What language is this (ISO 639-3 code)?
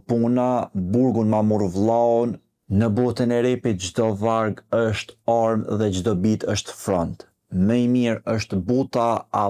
sqi